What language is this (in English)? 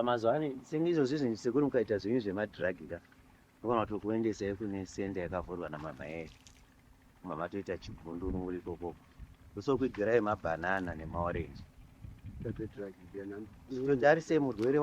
Shona